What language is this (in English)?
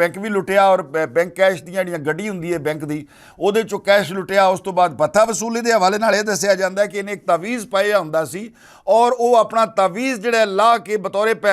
Western Panjabi